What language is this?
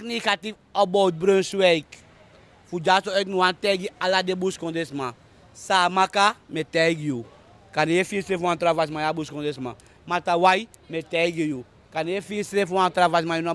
Sranan Tongo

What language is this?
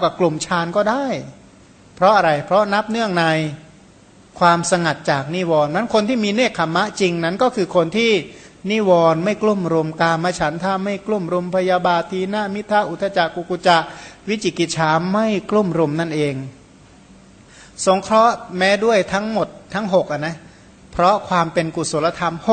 Thai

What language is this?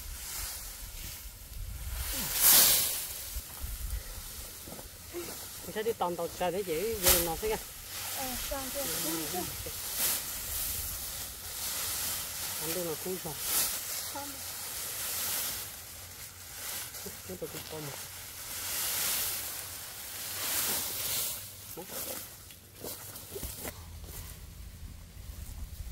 Vietnamese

